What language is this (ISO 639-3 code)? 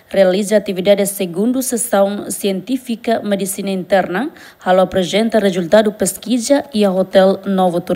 tet